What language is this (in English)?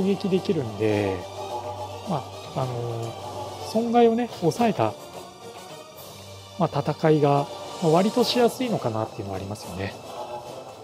Japanese